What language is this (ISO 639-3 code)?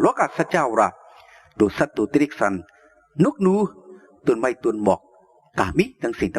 shn